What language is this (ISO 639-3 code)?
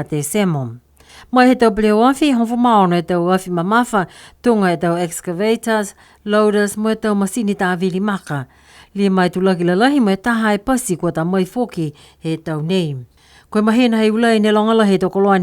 niu